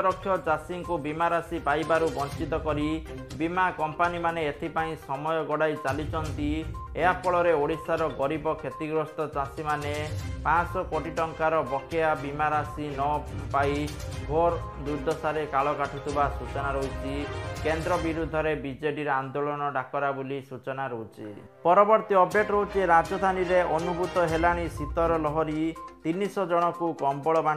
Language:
Odia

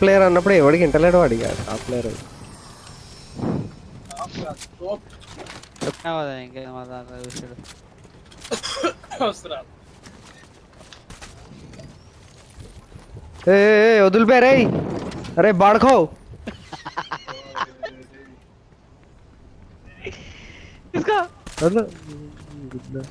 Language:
Telugu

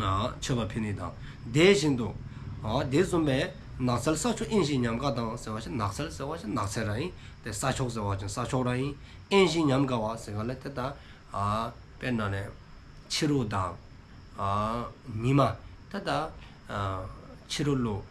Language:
Dzongkha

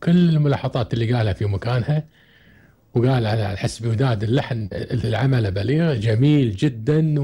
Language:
Gulf Arabic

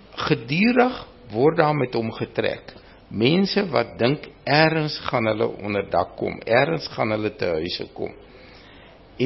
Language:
Afrikaans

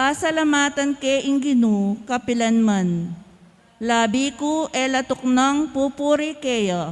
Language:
Pampanga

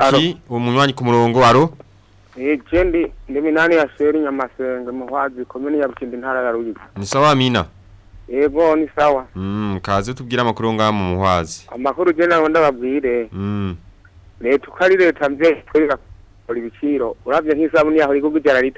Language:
Rundi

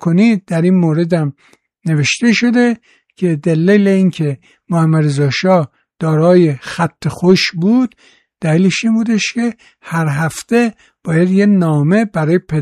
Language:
Persian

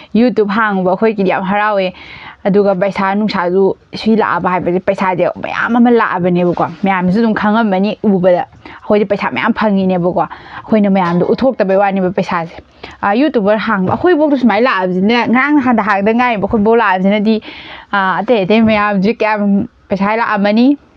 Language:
Manipuri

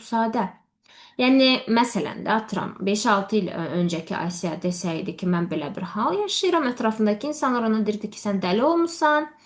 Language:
Azerbaijani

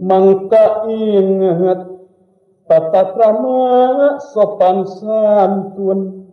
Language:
Sundanese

